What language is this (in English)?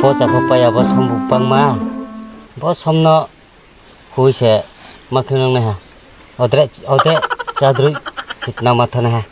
Riang (India)